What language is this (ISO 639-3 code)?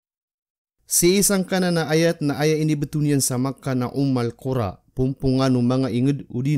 mrw